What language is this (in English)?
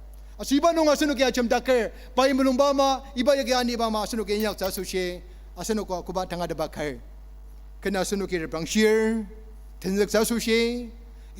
Ao Naga